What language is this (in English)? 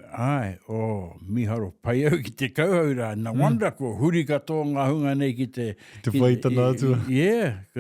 Māori